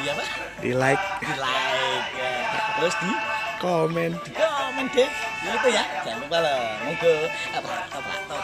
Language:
Betawi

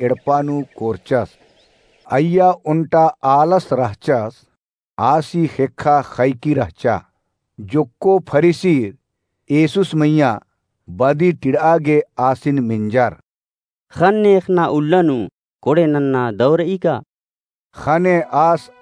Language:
Kurukh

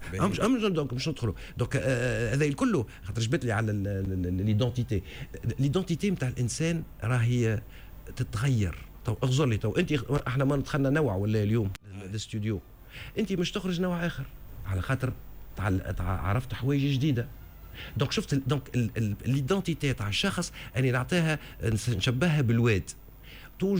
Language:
Tunisian Arabic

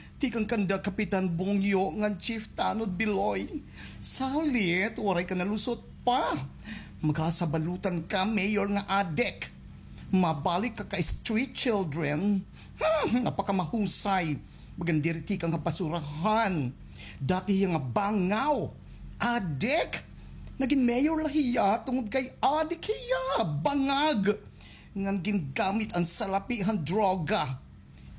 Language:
Waray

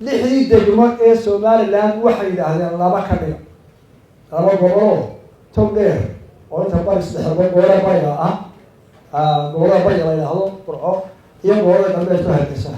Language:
Somali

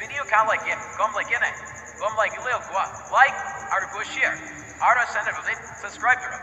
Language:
Rohingya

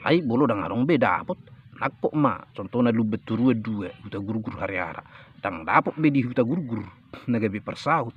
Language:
Batak Toba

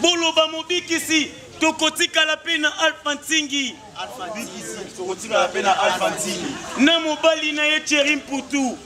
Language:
Lingala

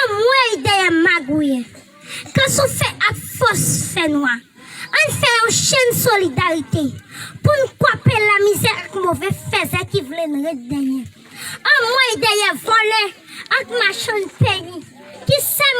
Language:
Haitian Creole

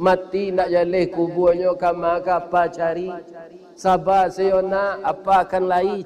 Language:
Minangkabau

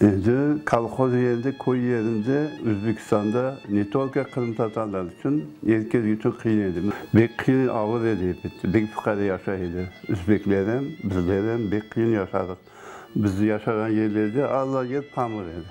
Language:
Crimean Tatar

